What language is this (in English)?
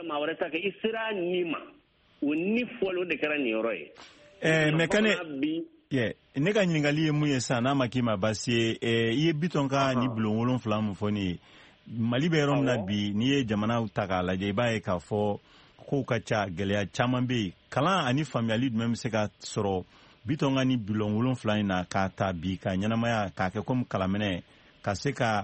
Bambara